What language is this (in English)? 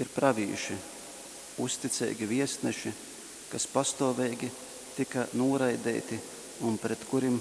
Latgalian